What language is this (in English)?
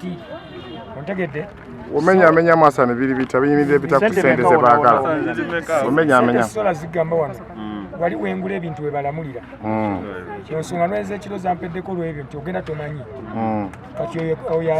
Ganda